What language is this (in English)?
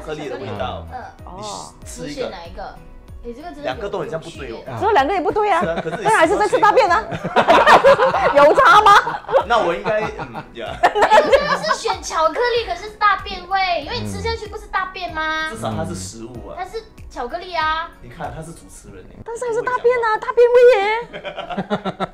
Chinese